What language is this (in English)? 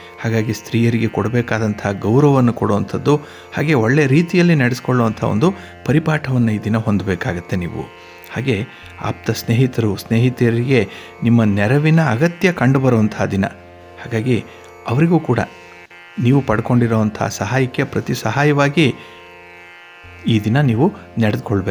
Kannada